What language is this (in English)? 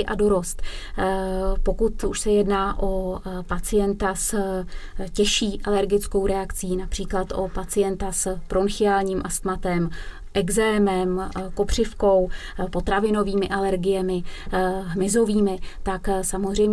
Czech